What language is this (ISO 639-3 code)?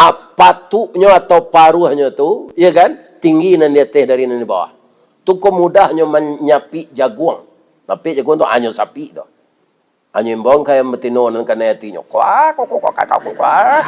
min